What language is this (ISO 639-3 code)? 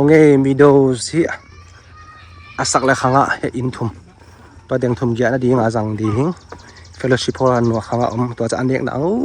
ctd